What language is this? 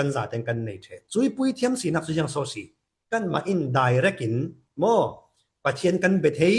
Falam Chin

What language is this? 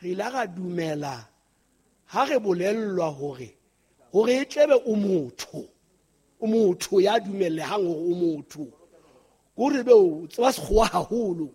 Southern Sotho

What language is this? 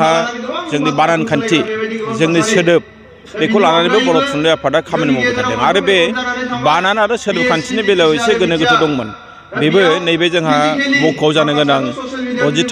Bodo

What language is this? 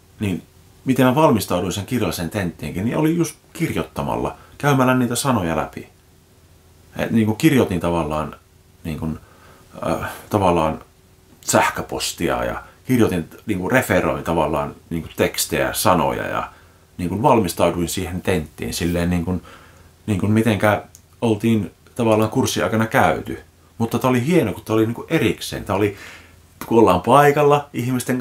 Finnish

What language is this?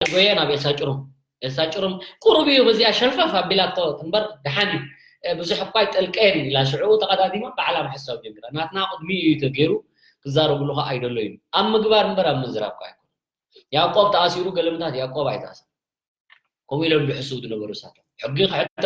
Tigrinya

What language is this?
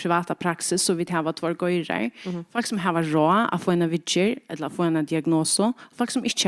Faroese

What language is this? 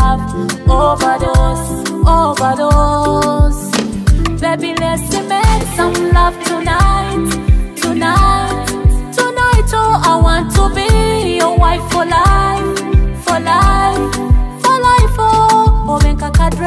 Nyoro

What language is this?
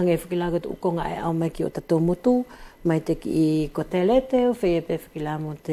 Wallisian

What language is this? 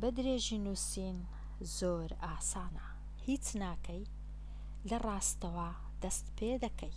Central Kurdish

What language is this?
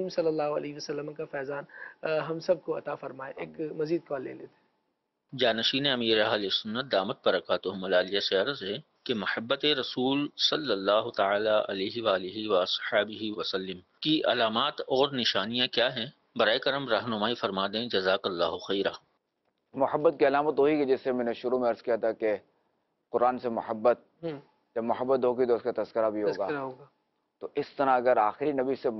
Urdu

